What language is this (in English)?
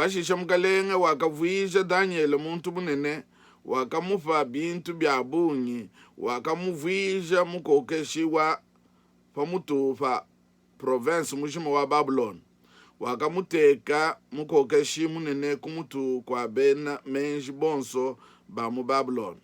Luba-Lulua